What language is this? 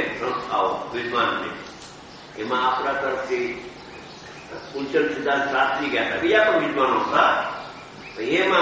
Gujarati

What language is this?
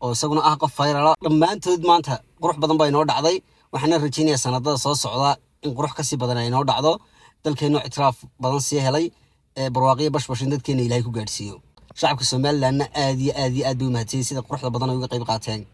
Somali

